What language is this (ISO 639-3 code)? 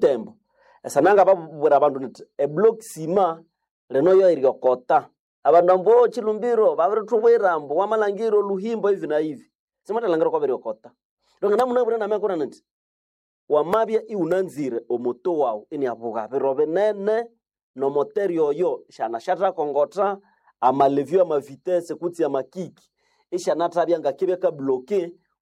nnb